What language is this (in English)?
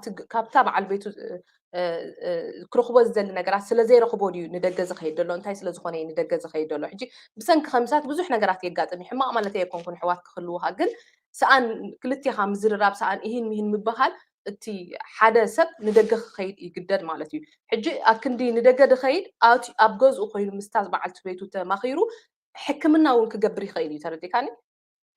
Tigrinya